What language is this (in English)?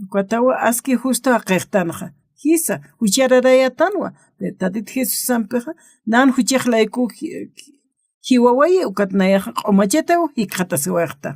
Aymara